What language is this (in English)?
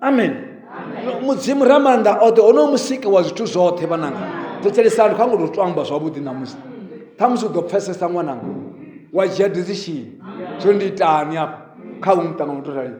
Venda